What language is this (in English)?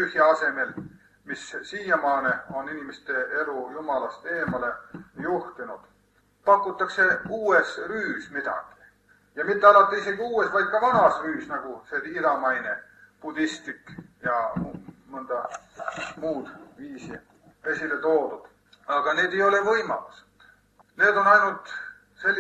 Estonian